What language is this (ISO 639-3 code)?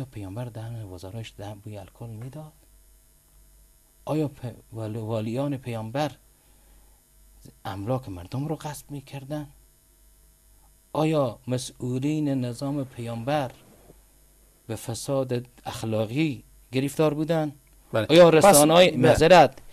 fas